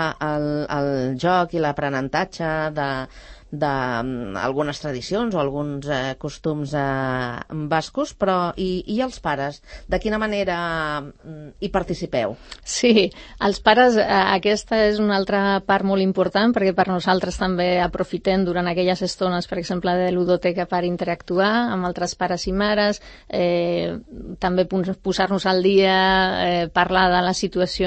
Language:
Catalan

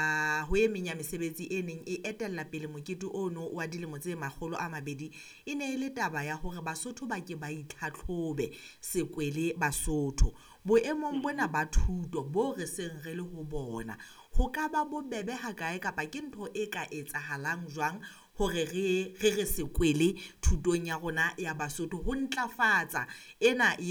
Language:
Southern Sotho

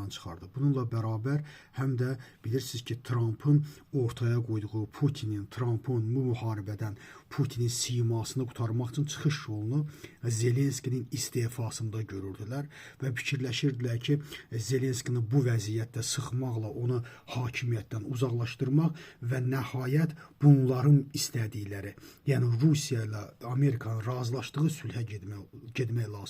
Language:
Azerbaijani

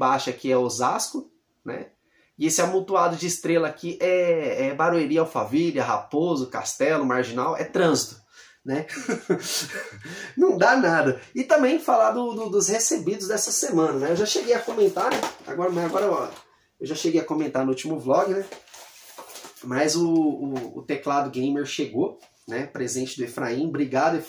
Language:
Portuguese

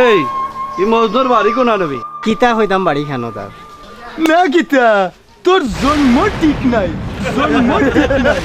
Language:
Sylheti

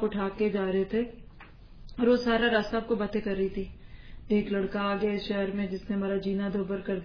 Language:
Urdu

